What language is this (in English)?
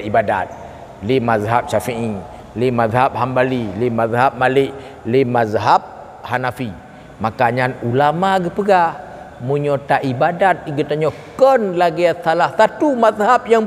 Achinese